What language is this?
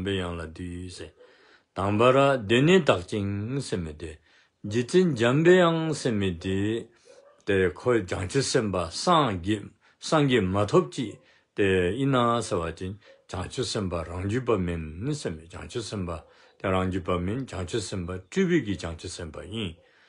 Dzongkha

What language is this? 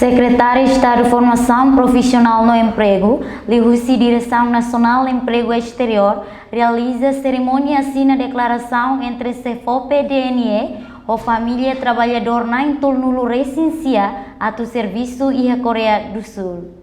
Tetum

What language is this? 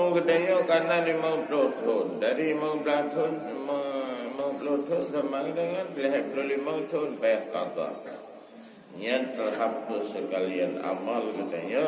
Achinese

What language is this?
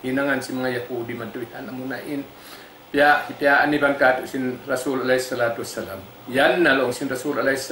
Tausug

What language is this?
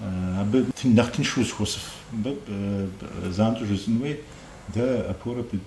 Kabardian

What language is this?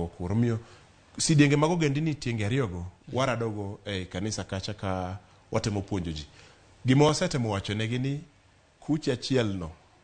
Luo (Kenya and Tanzania)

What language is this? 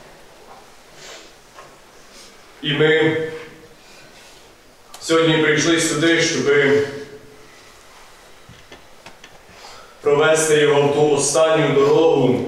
Ukrainian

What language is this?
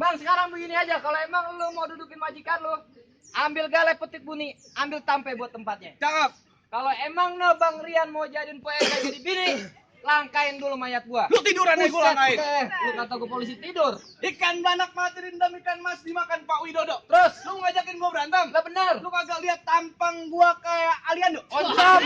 Betawi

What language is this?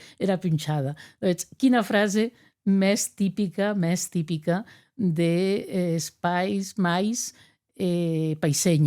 Occitan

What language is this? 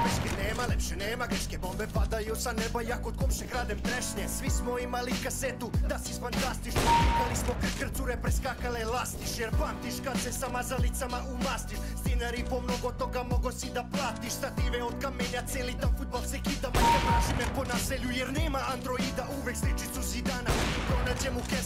Serbian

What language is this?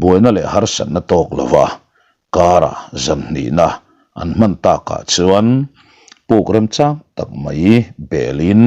Mizo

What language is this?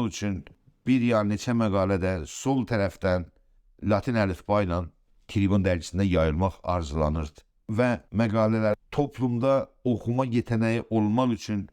South Azerbaijani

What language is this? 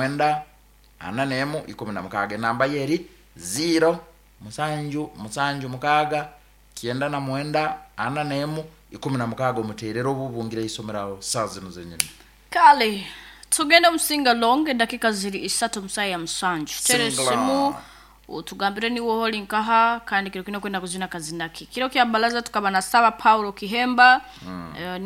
Nyankole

